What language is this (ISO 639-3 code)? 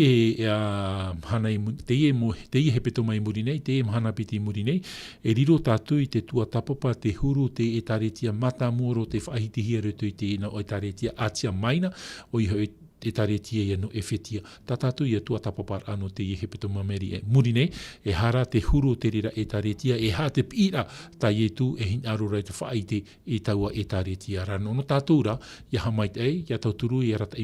tah